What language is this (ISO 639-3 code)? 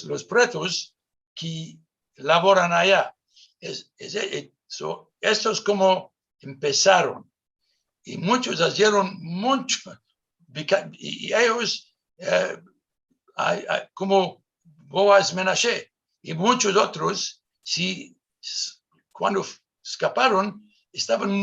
lad